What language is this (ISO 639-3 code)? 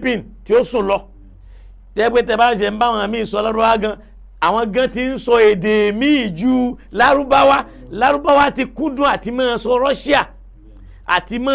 yor